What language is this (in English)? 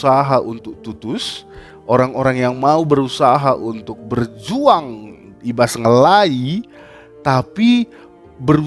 Batak Karo